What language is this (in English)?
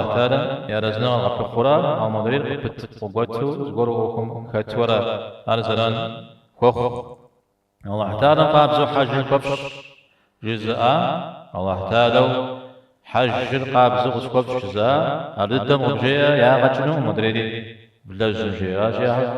Kabardian